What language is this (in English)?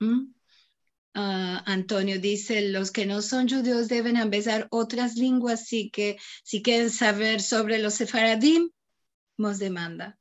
Ladino